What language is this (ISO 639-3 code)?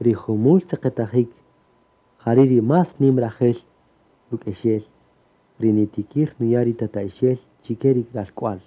cak